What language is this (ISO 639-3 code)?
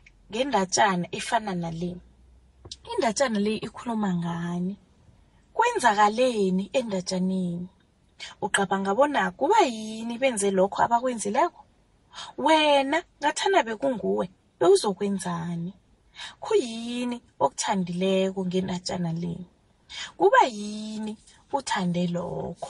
nbl